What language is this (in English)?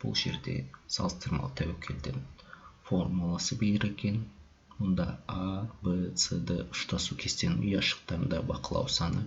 Kazakh